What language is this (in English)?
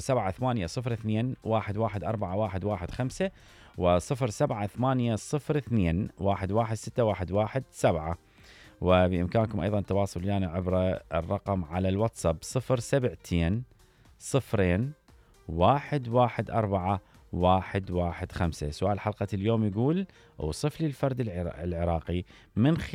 Mesopotamian Arabic